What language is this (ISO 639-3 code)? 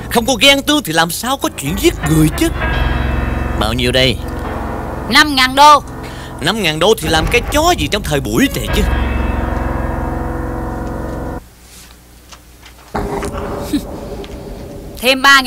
vie